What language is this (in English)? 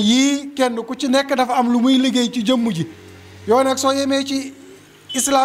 Wolof